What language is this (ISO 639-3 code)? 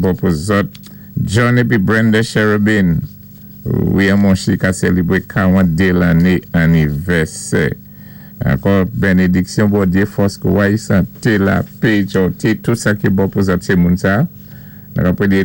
acf